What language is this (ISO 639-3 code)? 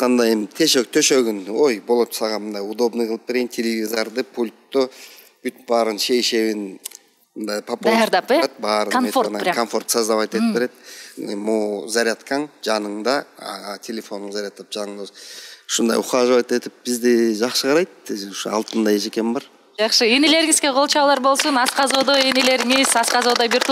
kir